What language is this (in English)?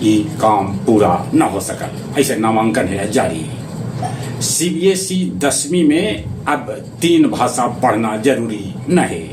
Magahi